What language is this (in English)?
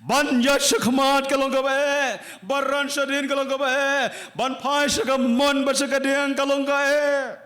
Khasi